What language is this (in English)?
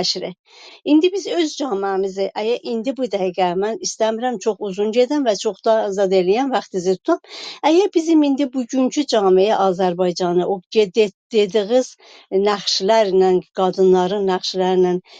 South Azerbaijani